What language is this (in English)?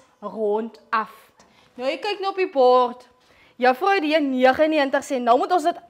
Afrikaans